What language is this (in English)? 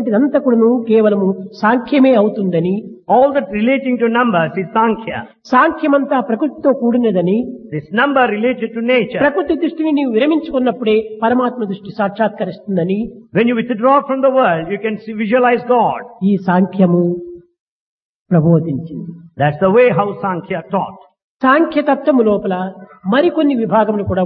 Telugu